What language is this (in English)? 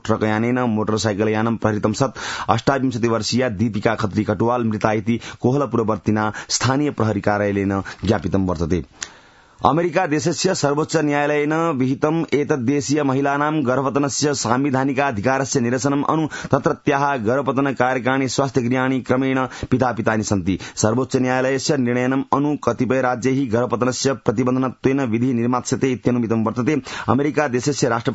Sanskrit